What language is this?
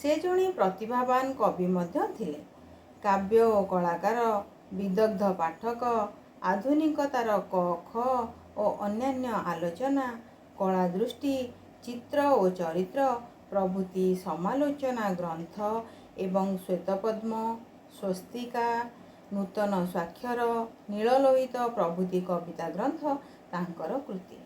Odia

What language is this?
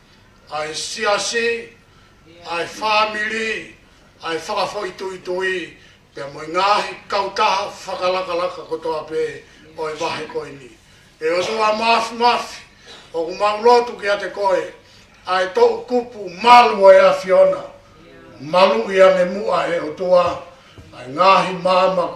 Tongan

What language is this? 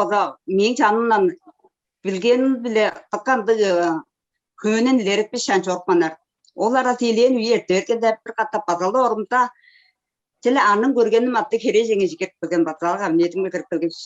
Tuvinian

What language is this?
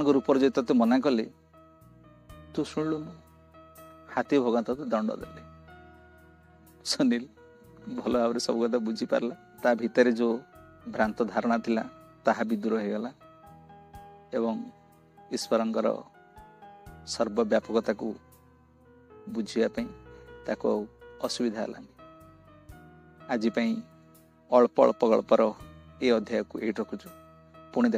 Odia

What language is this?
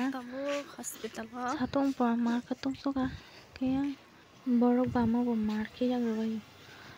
Kok Borok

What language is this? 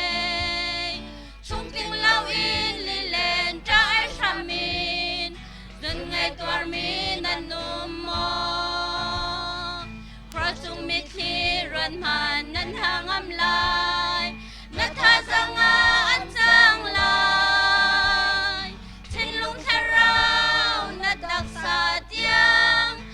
Hakha Chin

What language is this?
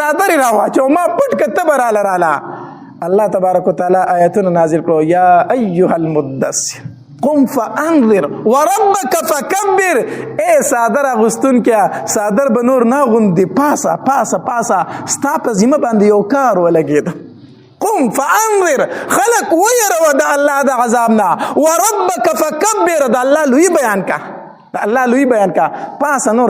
Pashto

